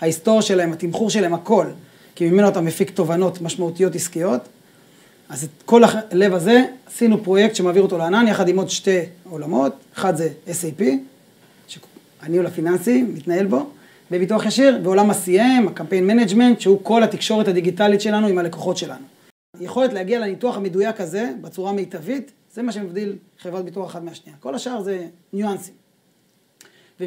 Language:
Hebrew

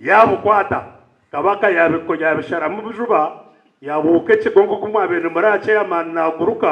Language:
Nyankole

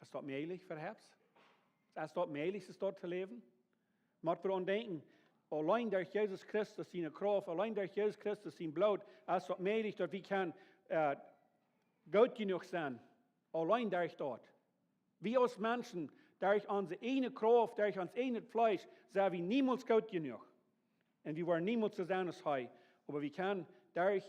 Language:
Plautdietsch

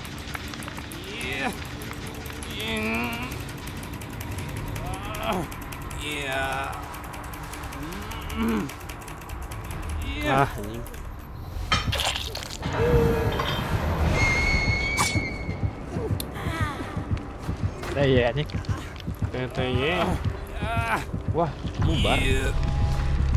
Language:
Indonesian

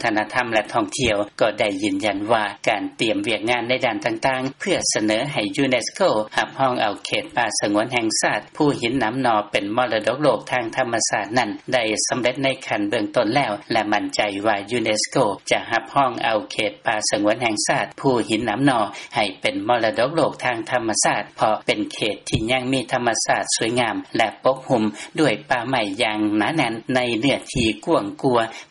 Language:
Lao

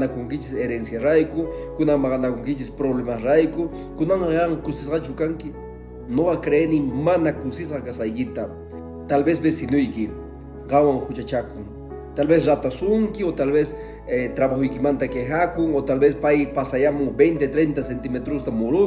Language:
Quechua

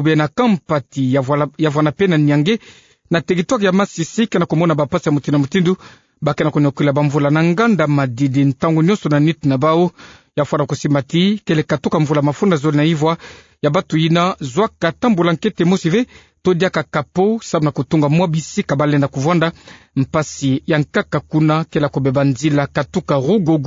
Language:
Kituba (Democratic Republic of Congo)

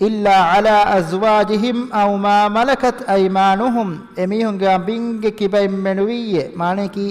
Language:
Divehi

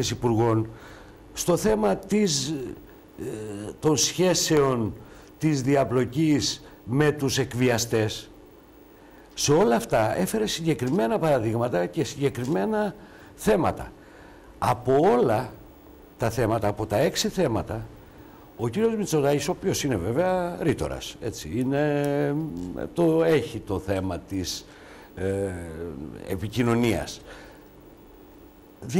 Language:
Greek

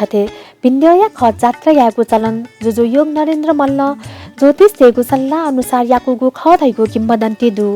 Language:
Newari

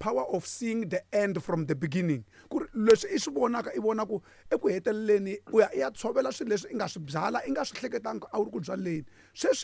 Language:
Tsonga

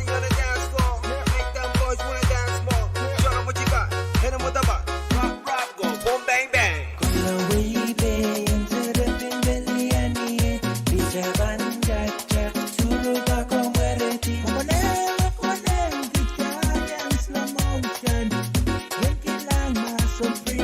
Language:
Pohnpeian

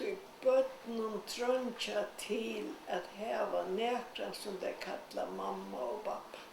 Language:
Faroese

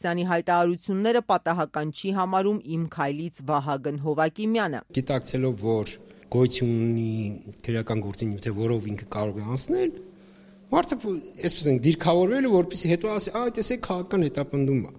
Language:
Armenian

